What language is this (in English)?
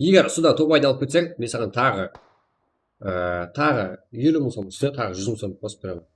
Kara-Kalpak